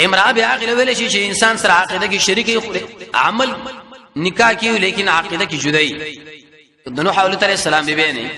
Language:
Pashto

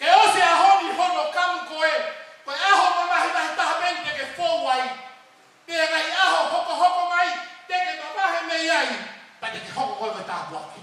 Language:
Tongan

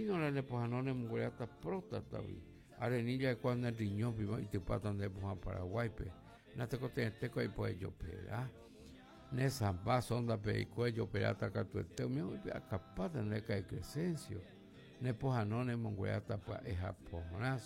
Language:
Guarani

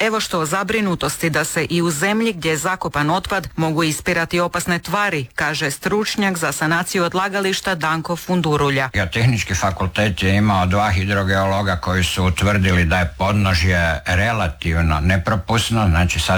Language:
Croatian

